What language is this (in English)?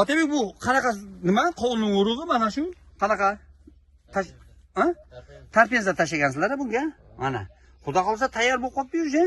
Uzbek